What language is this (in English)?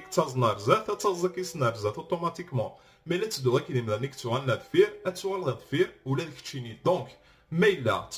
Kabyle